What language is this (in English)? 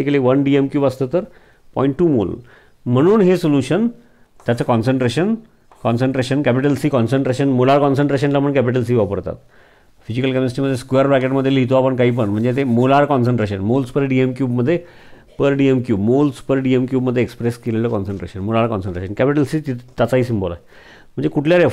Marathi